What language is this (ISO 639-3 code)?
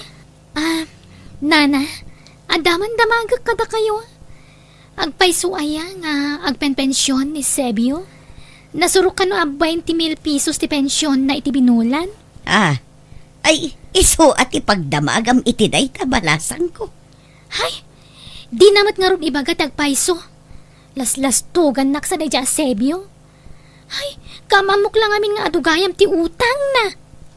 ilo